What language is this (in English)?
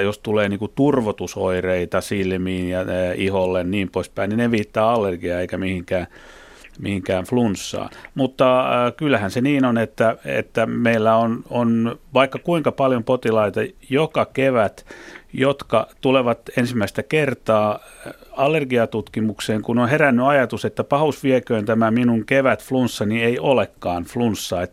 Finnish